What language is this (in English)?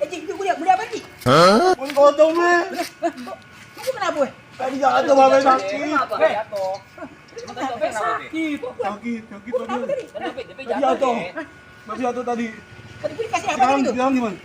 Betawi